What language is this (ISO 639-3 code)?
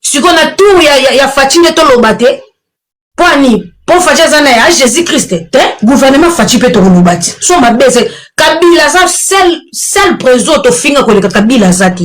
lin